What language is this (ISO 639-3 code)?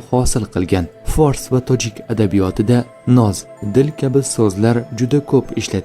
uzb